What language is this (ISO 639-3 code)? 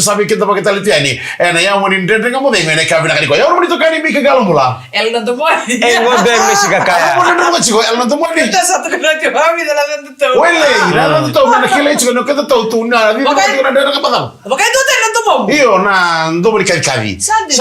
fij